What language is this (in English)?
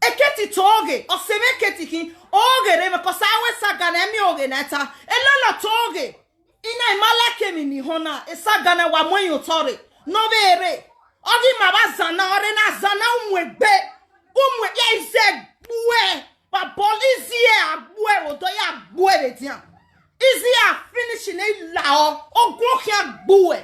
Nigerian Pidgin